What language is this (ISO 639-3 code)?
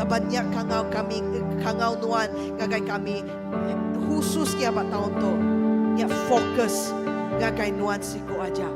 iba